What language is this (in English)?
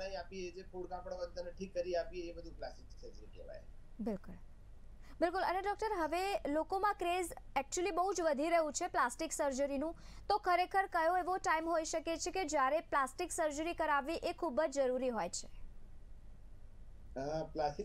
Gujarati